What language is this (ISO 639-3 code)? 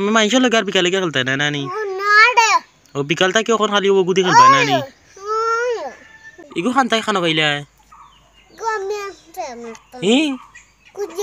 syl